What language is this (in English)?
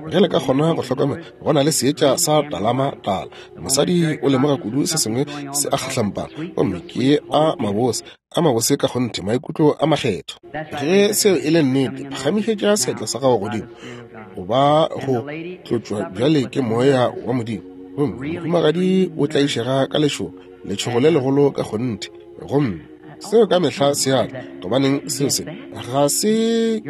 Northern Sotho